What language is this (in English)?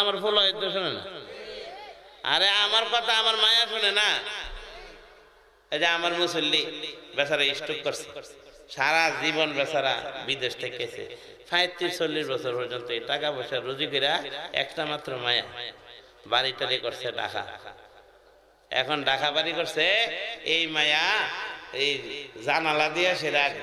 Bangla